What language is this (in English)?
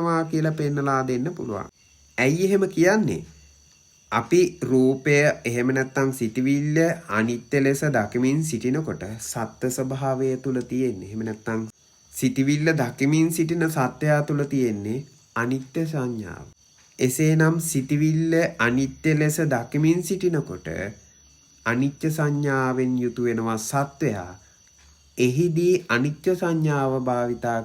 Sinhala